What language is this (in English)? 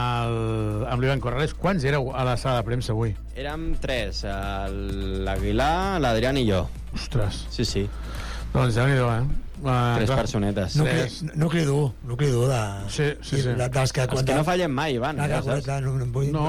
Catalan